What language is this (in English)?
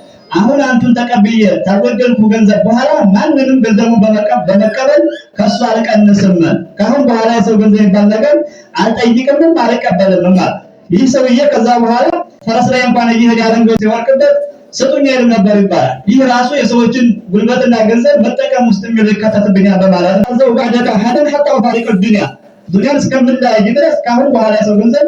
Amharic